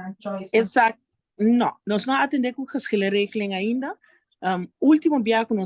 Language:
Papiamento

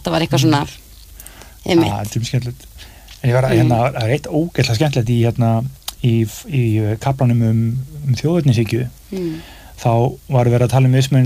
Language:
Icelandic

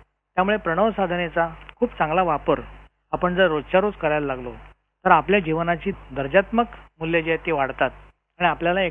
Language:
Marathi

